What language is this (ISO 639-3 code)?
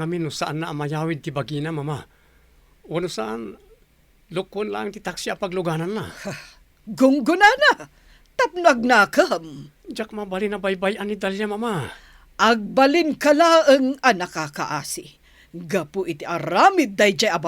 ilo